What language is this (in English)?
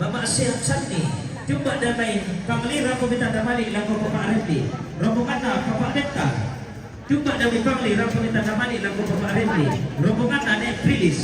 Toraja-Sa'dan